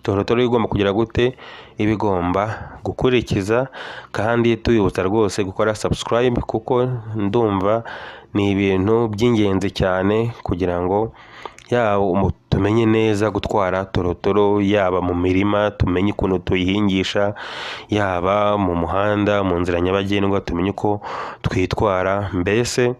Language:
Kinyarwanda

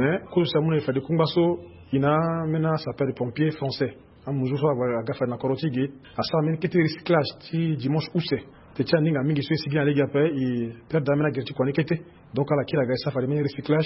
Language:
Sango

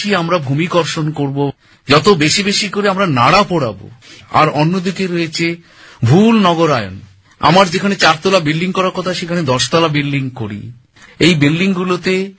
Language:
Bangla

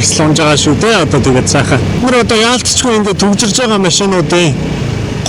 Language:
Mongolian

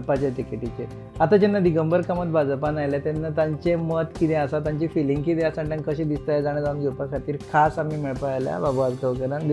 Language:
Konkani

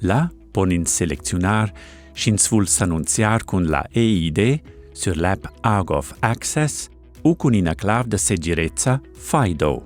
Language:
Romansh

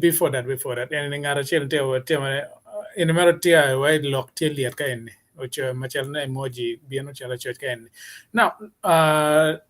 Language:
Acoli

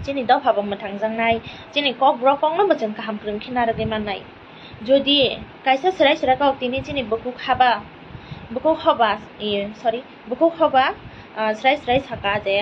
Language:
Kok Borok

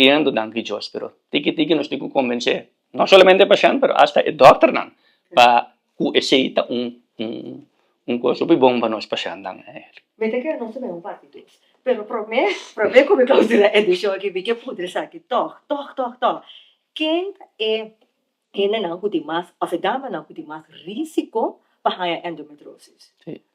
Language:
Papiamento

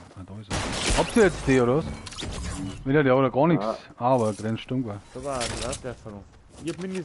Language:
Bavarian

